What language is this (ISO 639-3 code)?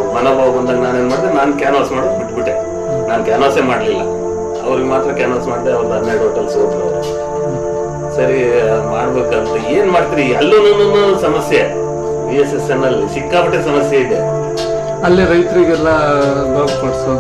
kan